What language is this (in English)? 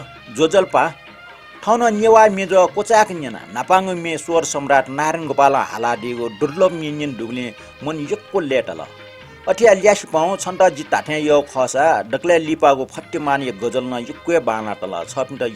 Newari